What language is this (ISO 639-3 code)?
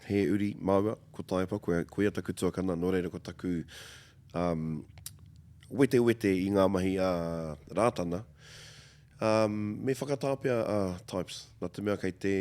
mri